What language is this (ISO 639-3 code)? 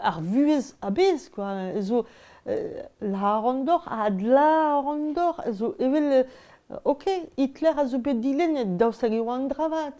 bre